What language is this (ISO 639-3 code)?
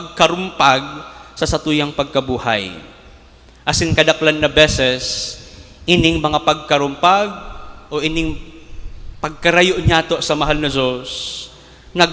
bik